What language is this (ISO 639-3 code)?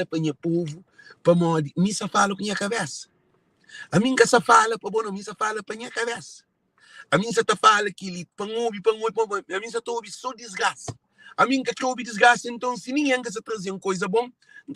kea